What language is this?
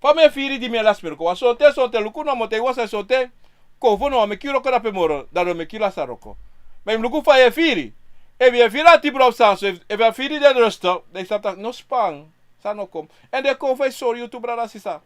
Sranan Tongo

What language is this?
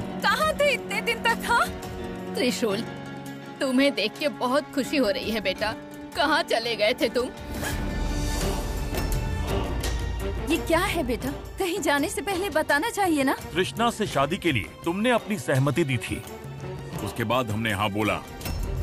Hindi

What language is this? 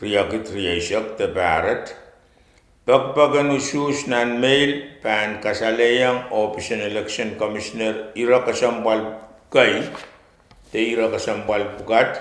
Pohnpeian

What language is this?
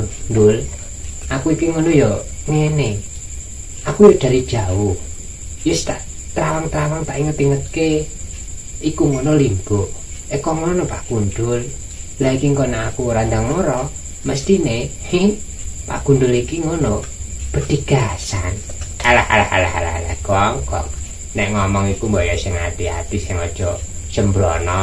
Javanese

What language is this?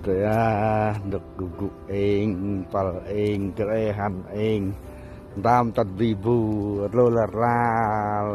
Central Mnong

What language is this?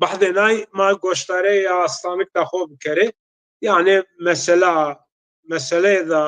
Zaza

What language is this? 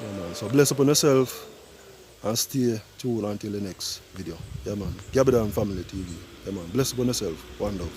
Jamaican Creole English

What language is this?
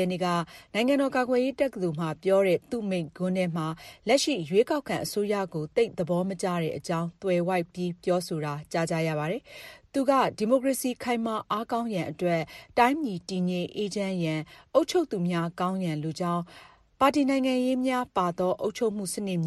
Burmese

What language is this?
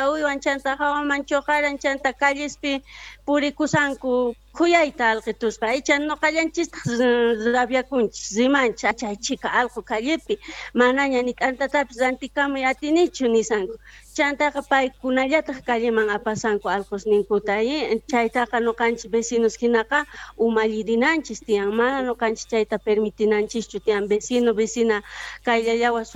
South Bolivian Quechua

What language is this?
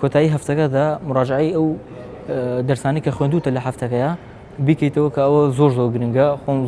Central Kurdish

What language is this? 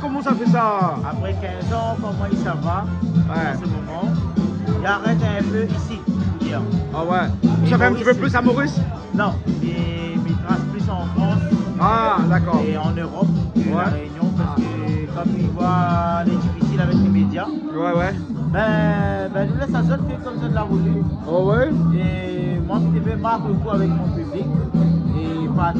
Réunion Creole French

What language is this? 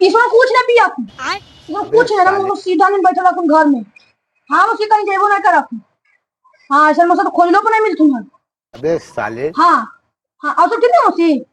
Magahi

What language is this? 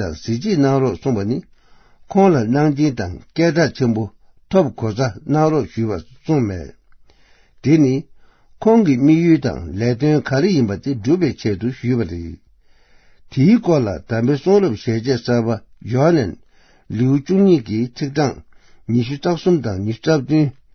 Tibetan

